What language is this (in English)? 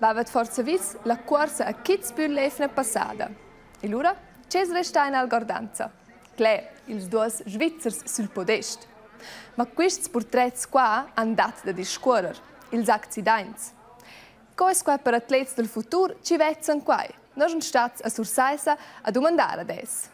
Romansh